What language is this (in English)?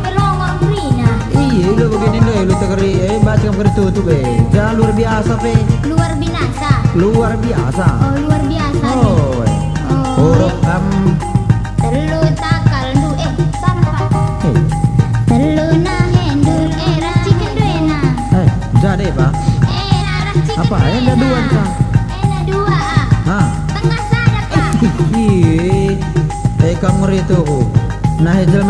Batak Karo